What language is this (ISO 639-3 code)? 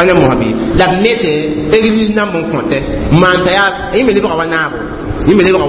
mos